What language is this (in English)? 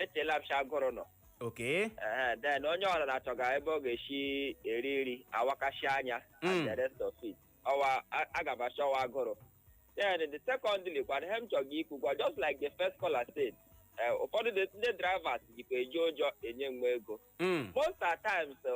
Igbo